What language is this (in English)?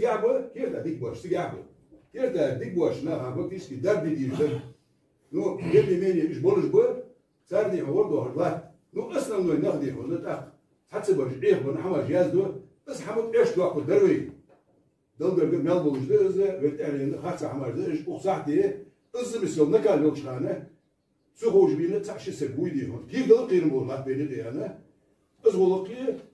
Ingush